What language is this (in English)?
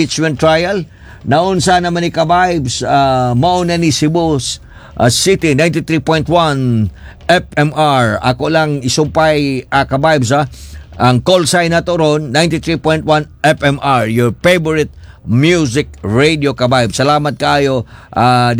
Cebuano